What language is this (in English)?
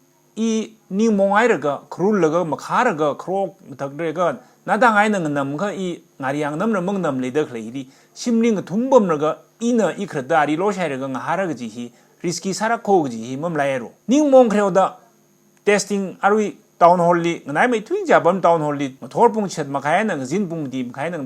Tangkhul Naga (India)